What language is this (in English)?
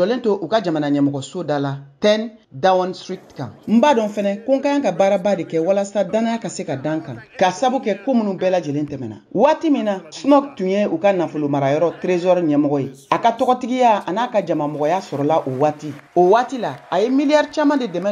Bambara